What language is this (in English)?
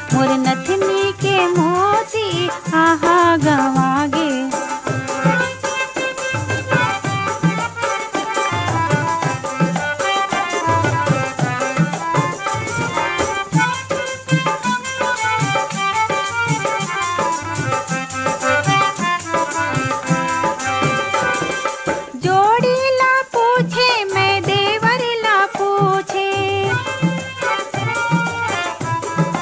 Chhattisgarhi